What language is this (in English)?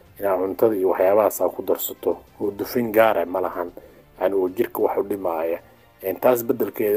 Somali